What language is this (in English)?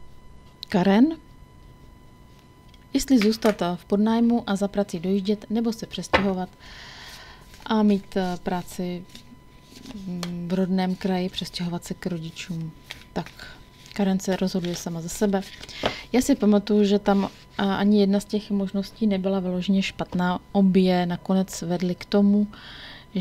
Czech